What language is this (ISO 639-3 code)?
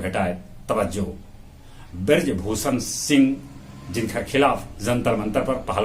mag